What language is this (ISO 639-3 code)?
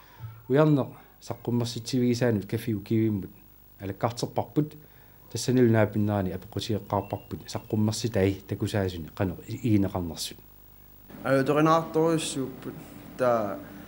kal